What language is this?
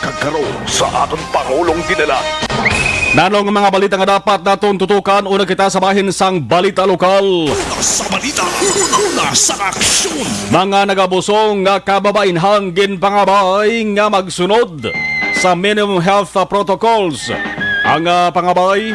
Hiligaynon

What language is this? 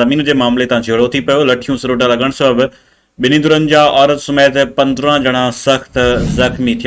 Sindhi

